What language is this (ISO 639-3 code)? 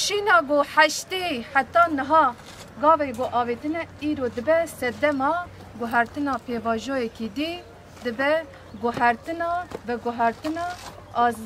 kur